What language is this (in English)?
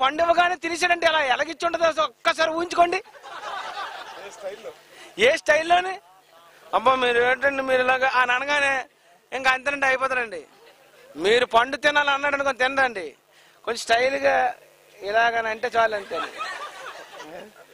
Telugu